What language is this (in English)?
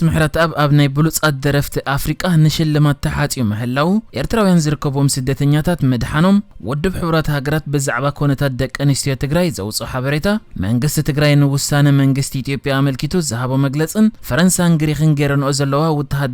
Tigrinya